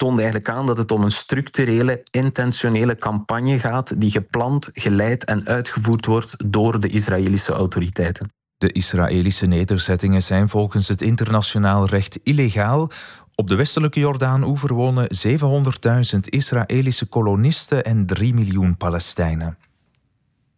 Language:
Dutch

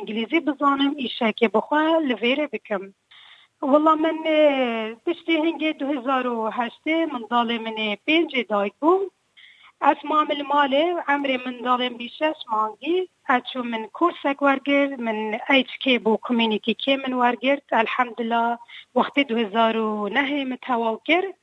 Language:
Kurdish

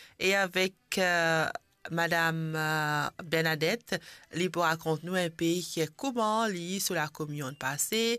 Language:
Morisyen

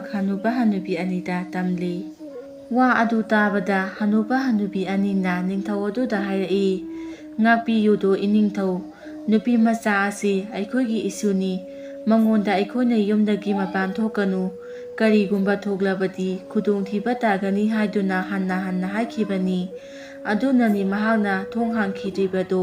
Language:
Manipuri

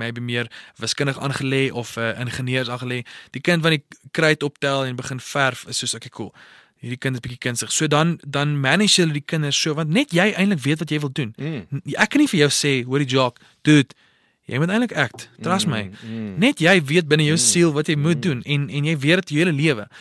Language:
Afrikaans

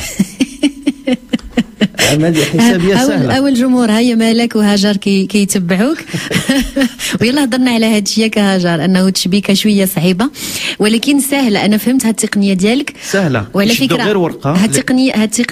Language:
Moroccan Arabic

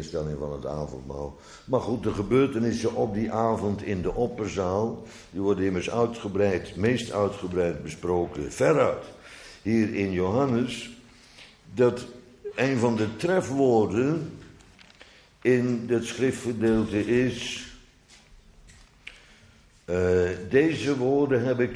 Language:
Dutch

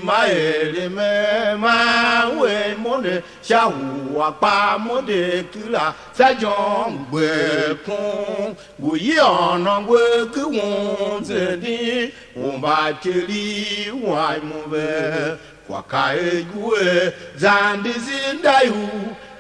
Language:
Tiv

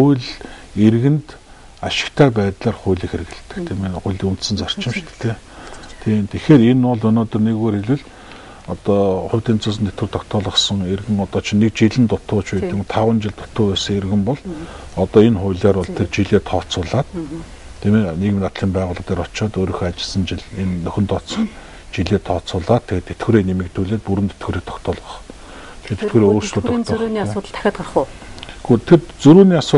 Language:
Mongolian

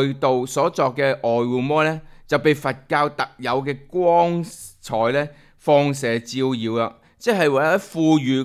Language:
Cantonese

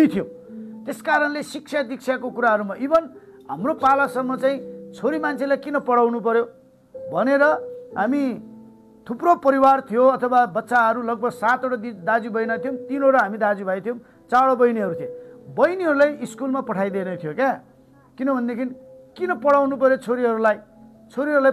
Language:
Nepali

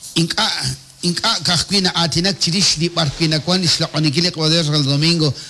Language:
Kekchí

